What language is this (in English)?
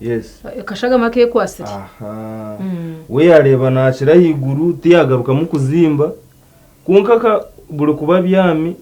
Nyankole